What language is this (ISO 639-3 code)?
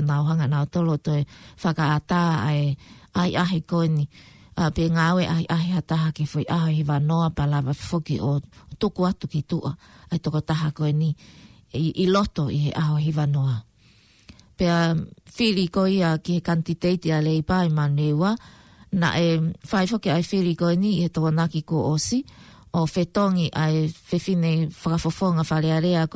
ton